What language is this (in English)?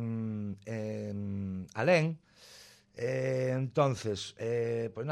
Galician